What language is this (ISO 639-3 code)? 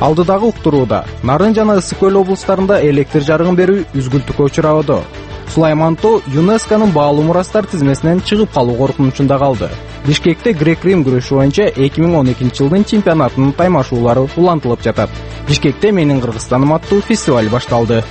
kir